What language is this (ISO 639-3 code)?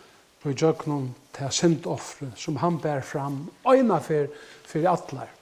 fao